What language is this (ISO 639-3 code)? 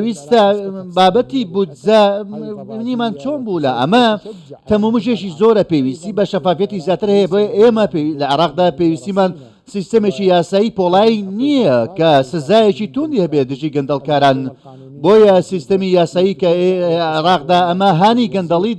ckb